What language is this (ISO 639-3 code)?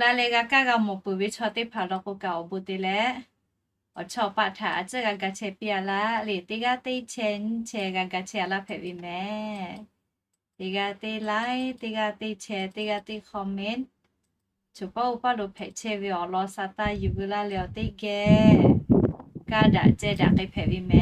lhu